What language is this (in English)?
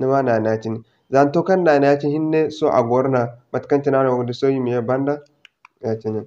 Zarma